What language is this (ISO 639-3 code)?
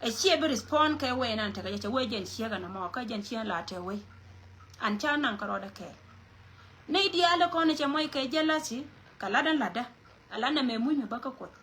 nus